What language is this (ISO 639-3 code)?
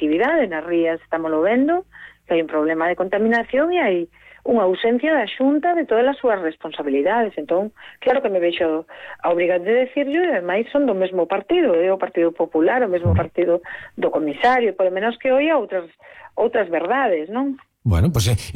glg